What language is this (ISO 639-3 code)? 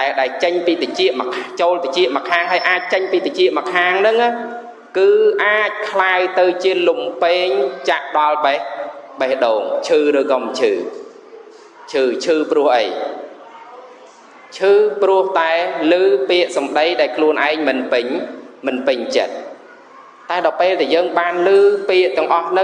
khm